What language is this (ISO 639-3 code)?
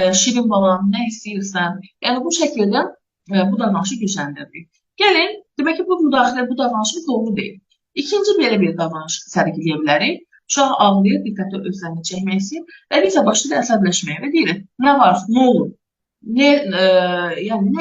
aze